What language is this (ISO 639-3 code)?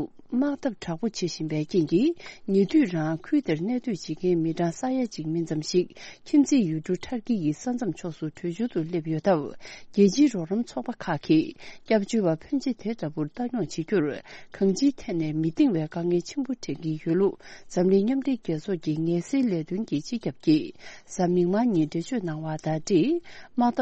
bod